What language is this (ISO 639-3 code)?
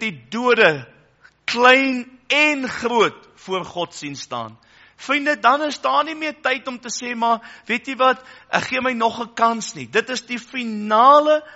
afr